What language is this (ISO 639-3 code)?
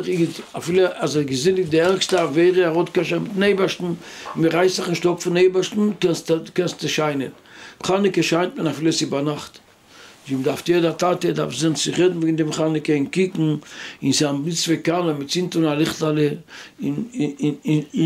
yid